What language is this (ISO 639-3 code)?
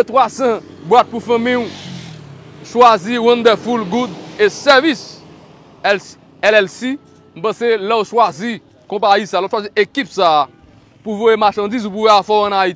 hat